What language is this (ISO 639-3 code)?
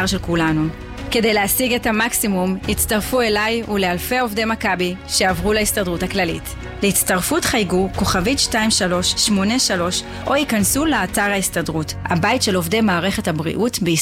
heb